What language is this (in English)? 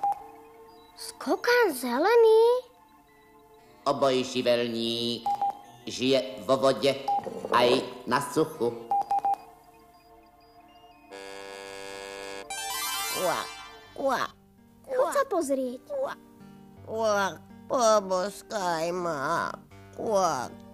Slovak